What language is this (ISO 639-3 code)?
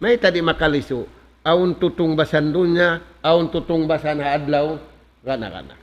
tsg